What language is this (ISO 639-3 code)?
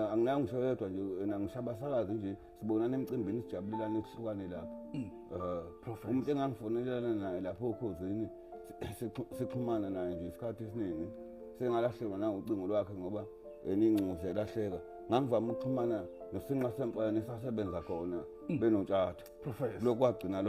zul